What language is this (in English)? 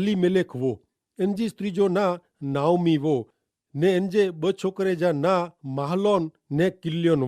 Kachhi